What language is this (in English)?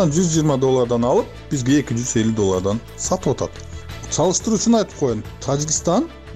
Kyrgyz